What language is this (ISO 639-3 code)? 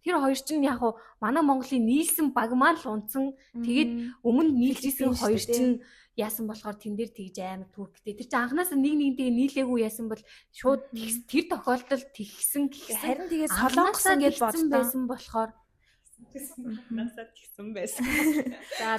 mon